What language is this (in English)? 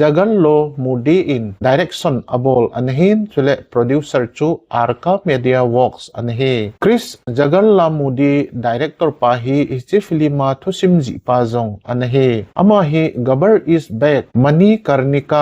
Thado Chin